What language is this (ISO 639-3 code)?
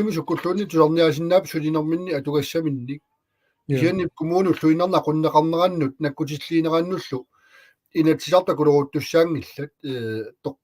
kal